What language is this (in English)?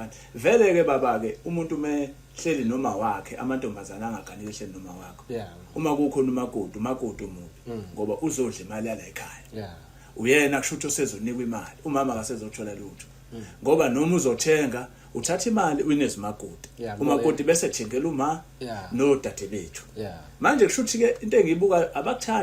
Zulu